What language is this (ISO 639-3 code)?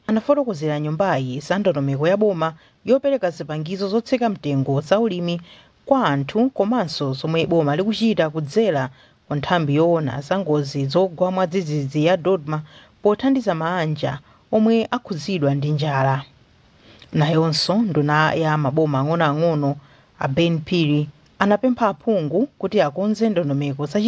nya